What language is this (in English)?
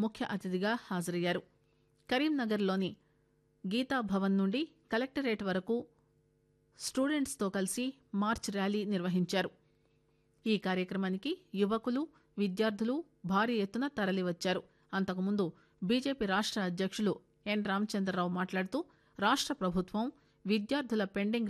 Telugu